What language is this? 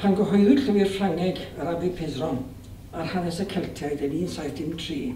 Welsh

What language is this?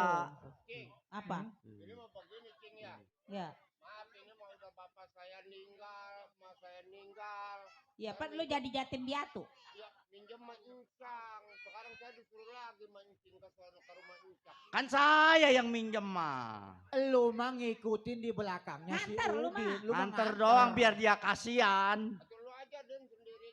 Betawi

